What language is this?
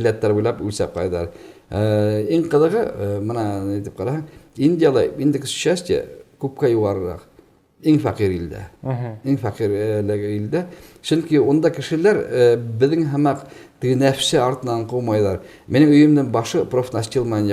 Bashkir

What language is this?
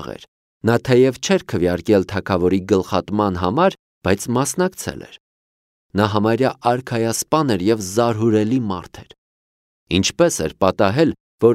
Armenian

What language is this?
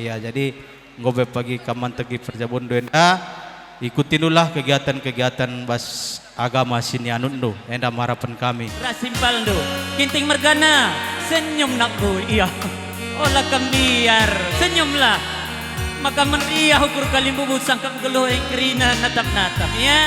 Batak Karo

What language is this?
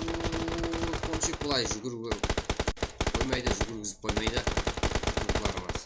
Kara-Kalpak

